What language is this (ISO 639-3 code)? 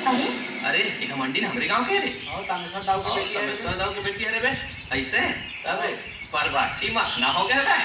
hne